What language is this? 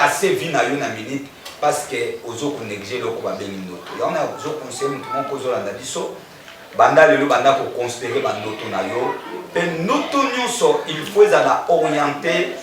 Lingala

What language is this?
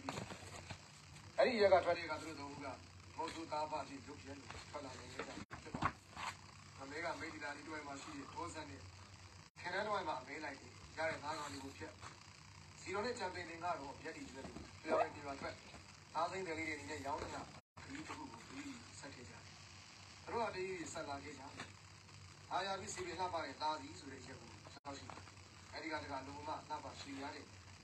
Burmese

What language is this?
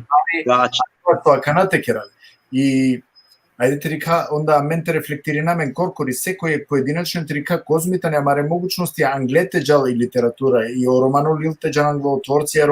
Balkan Romani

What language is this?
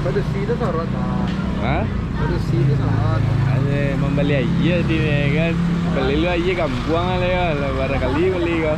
Minangkabau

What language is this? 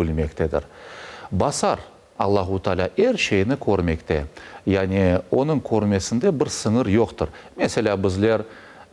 Crimean Tatar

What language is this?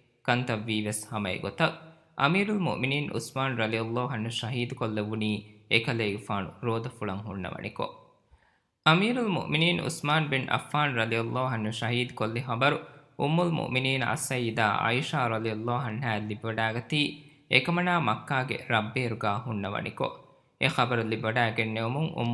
Divehi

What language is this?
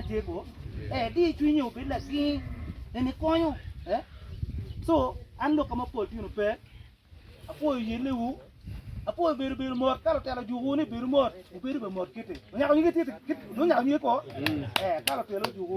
Acoli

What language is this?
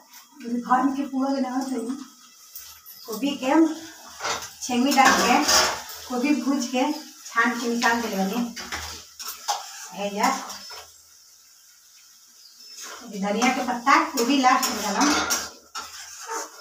Bhojpuri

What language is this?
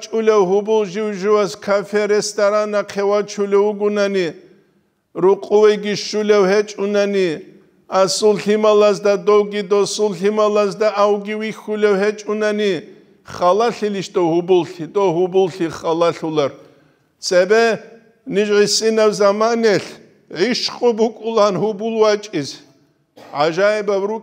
Avaric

